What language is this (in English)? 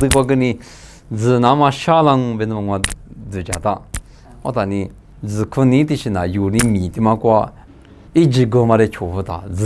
Lisu